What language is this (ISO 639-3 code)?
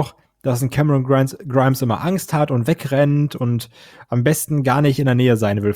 deu